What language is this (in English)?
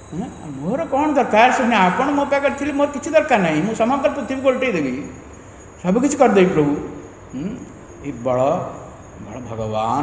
Odia